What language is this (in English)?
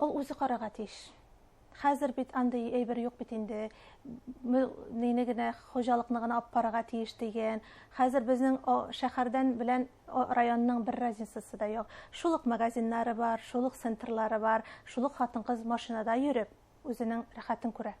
Bashkir